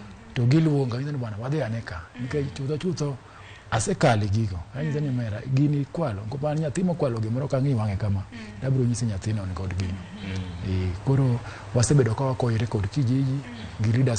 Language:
Luo (Kenya and Tanzania)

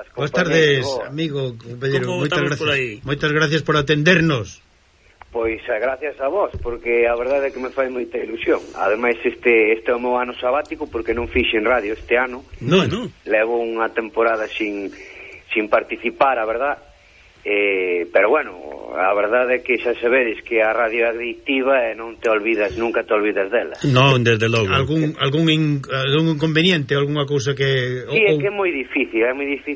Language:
Galician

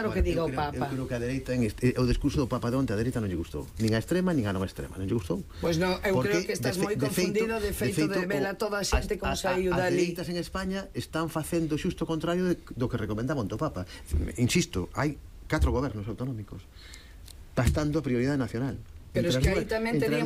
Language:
Galician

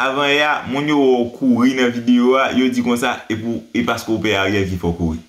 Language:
Haitian Creole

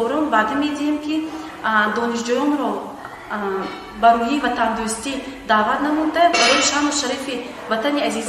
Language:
Tajik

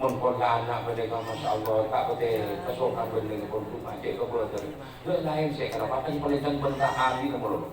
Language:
Madurese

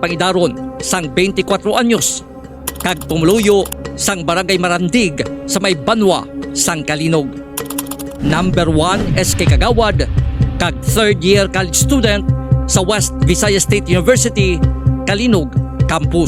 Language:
Hiligaynon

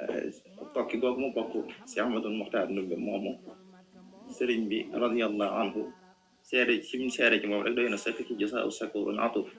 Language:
Wolof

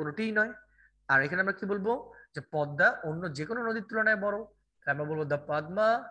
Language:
Bangla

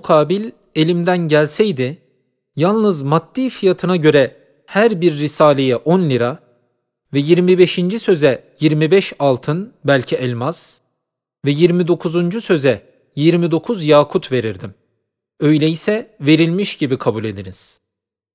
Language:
Turkish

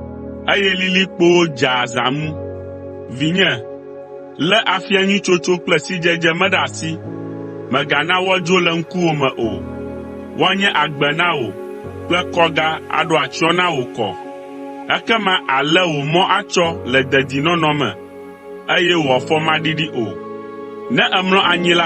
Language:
Ewe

